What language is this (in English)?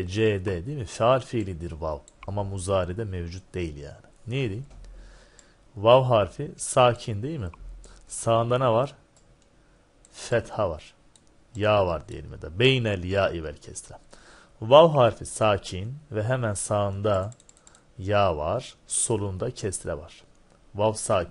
Turkish